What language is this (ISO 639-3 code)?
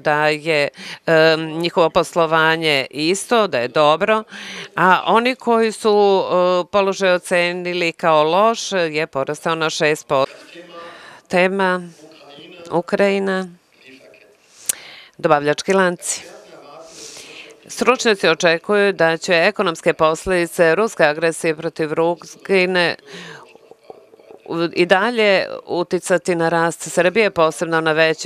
srp